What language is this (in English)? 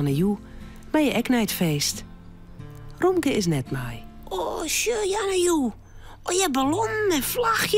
Western Frisian